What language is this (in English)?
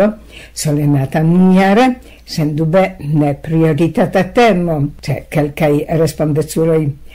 Esperanto